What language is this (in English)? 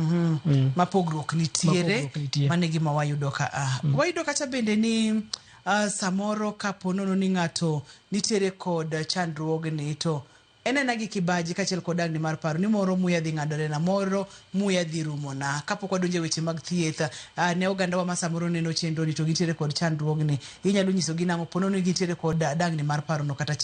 Luo (Kenya and Tanzania)